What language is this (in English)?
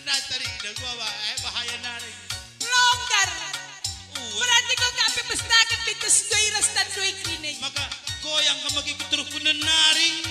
Batak Karo